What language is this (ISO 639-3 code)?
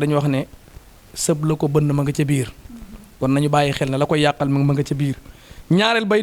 wol